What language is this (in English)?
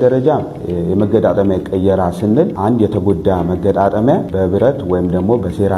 Amharic